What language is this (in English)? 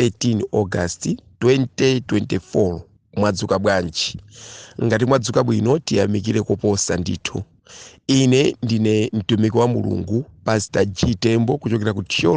Nyanja